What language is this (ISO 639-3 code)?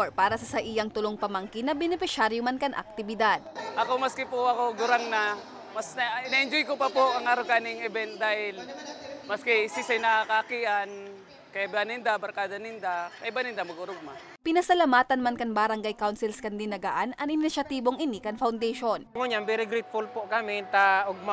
bik